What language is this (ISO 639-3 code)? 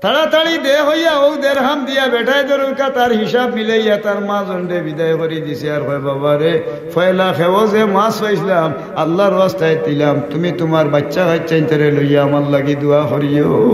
syl